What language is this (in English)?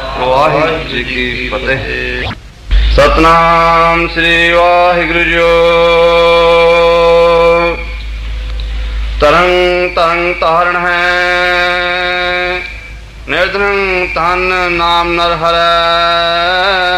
Punjabi